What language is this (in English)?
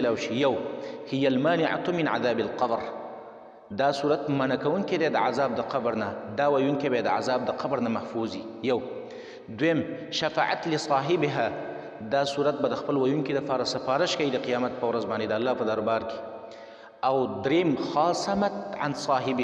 Pashto